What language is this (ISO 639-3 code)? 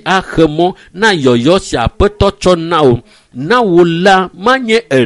ewe